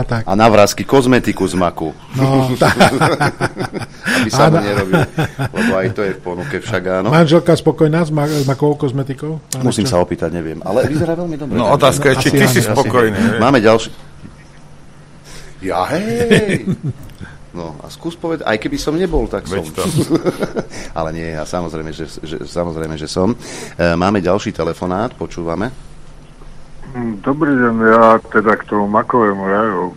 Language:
Slovak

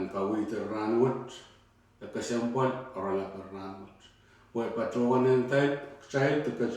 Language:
Pohnpeian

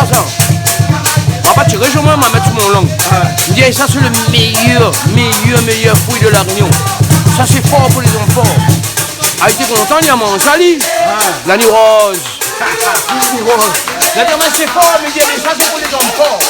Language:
Réunion Creole French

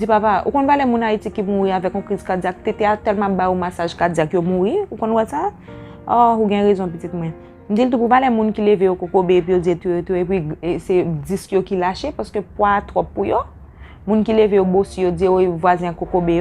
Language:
Haitian Creole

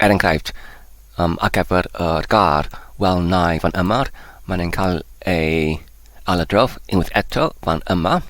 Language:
Welsh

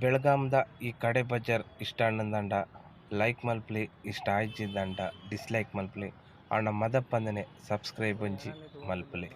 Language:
Tulu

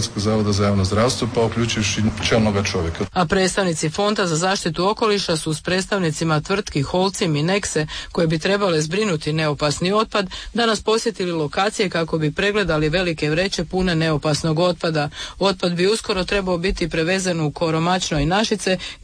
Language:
Croatian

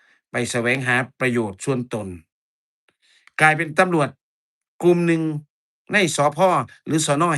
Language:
Lao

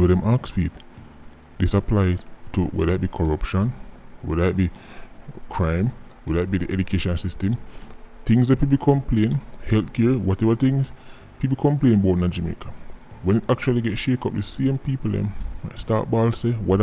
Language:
Jamaican Creole English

